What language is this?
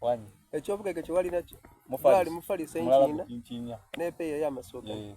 Soga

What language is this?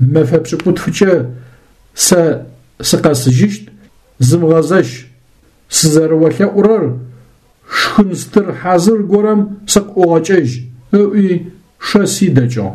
Adyghe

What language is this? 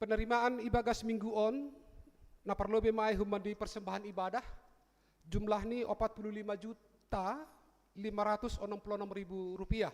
Batak Simalungun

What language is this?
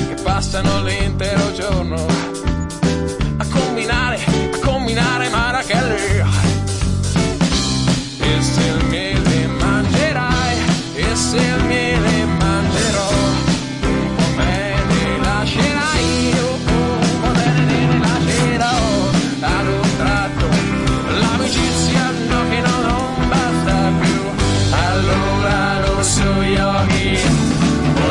Italian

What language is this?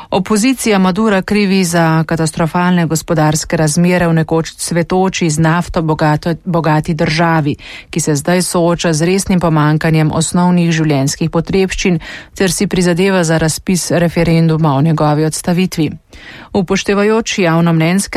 Slovenian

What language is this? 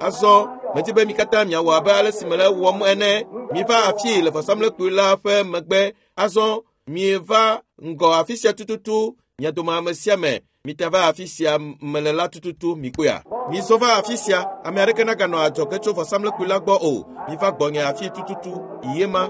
Ewe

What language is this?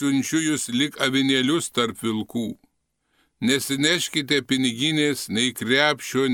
Lithuanian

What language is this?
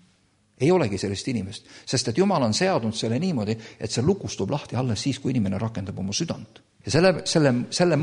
Estonian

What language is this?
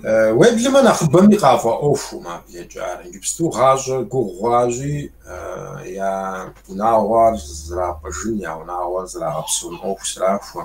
Kabardian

